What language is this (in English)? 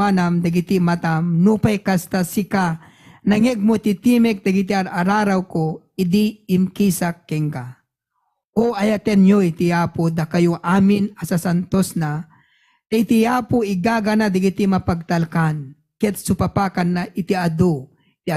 Iloko